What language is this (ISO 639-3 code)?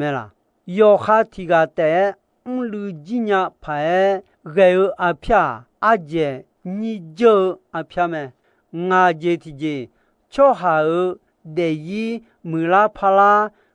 ahk